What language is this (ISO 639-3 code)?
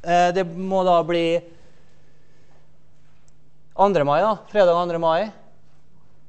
nor